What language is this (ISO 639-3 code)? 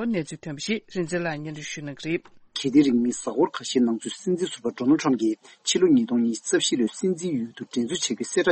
bod